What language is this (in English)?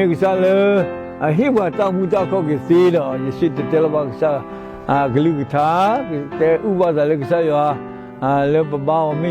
S'gaw Karen